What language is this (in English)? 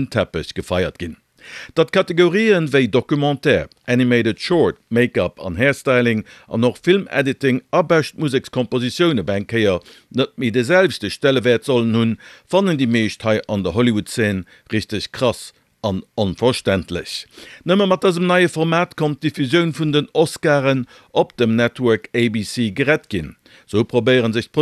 Luxembourgish